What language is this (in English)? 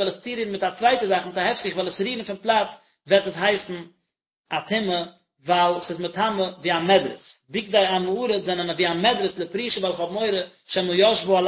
Yiddish